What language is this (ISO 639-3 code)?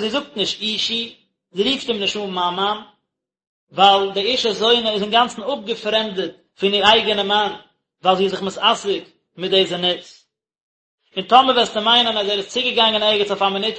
yid